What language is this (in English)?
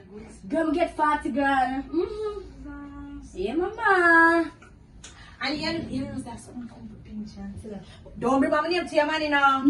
Jamaican Creole English